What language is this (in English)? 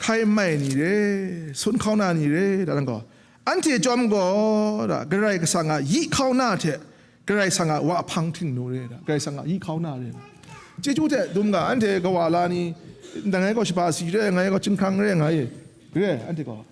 Kachin